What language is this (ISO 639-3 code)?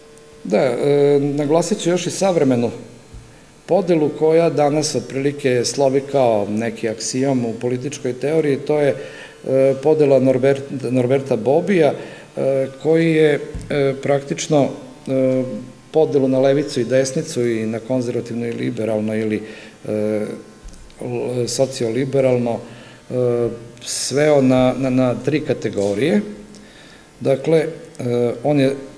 srp